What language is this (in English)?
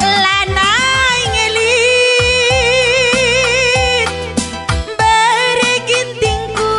Batak Karo